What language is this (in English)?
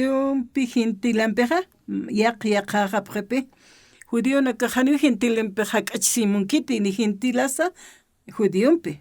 Aymara